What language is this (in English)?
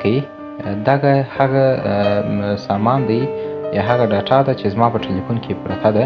Pashto